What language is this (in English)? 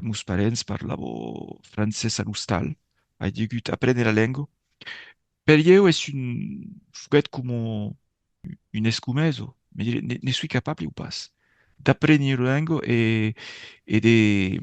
Occitan